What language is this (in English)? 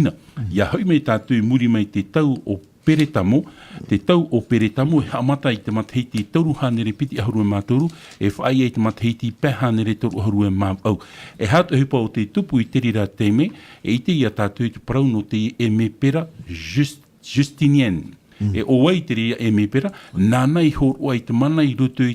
Tahitian